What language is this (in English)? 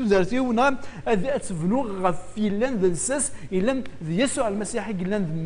Kabyle